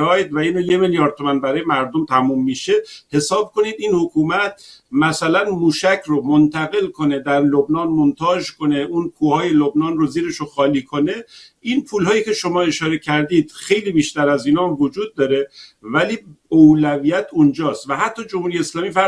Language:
Persian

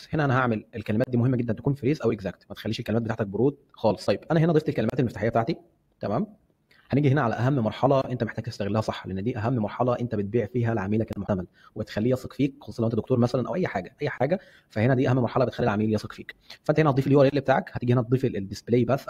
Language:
Egyptian Arabic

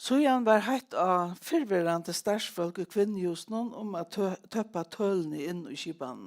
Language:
Faroese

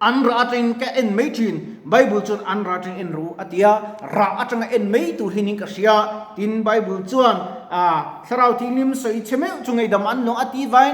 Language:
Mizo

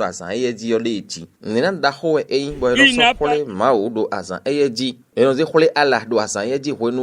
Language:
Fon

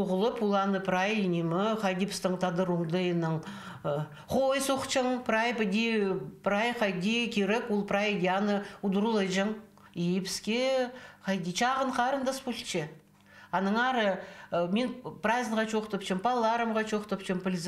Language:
Khakas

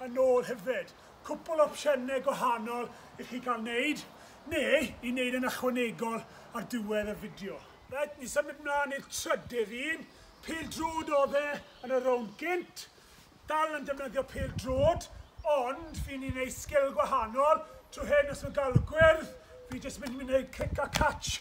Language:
Welsh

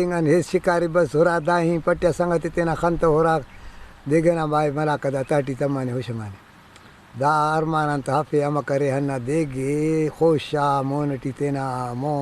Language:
Brahui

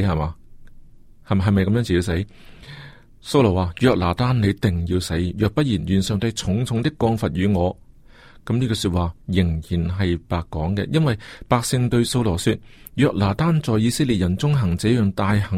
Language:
Cantonese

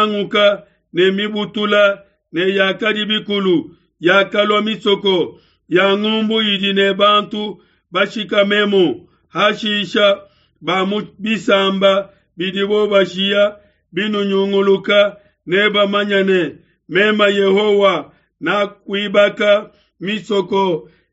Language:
Luba-Lulua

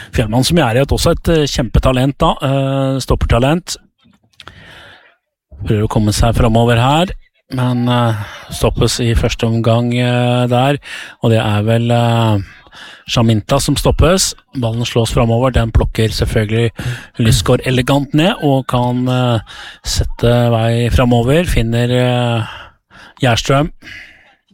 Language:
Norwegian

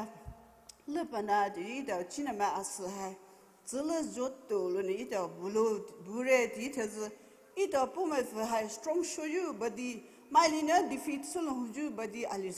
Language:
Poumei Naga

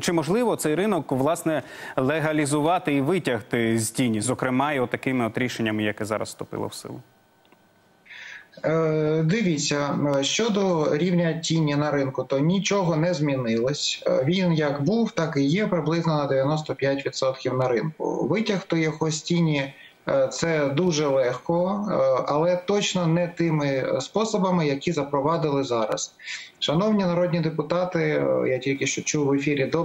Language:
Ukrainian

